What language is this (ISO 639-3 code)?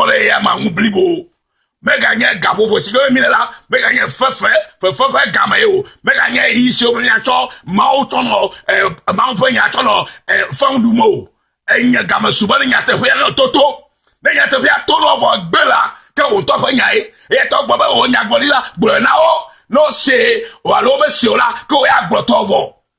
ewe